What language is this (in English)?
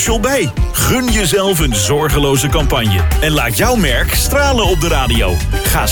Dutch